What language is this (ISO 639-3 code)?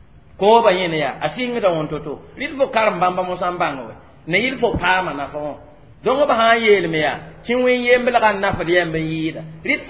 mos